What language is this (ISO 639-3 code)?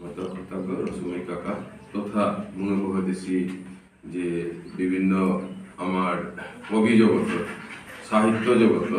bpy